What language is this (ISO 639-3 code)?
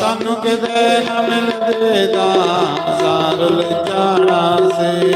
doi